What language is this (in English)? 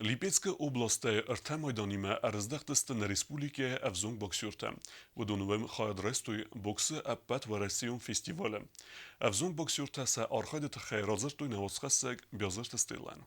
Ossetic